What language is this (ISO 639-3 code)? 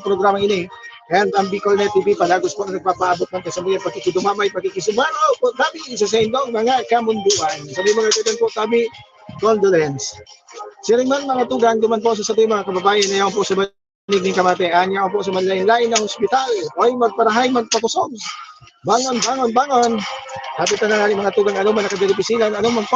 bik